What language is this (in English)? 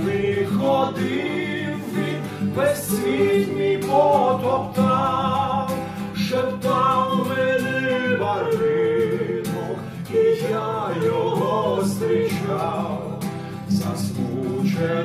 Ukrainian